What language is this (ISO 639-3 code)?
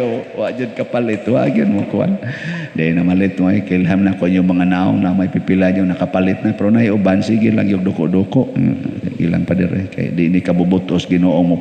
ceb